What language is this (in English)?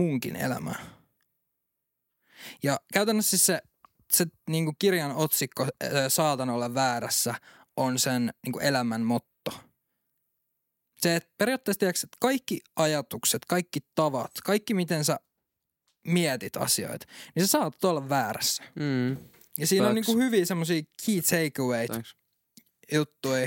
Finnish